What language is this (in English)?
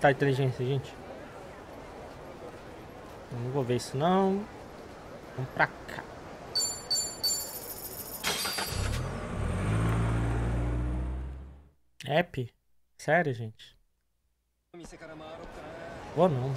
Portuguese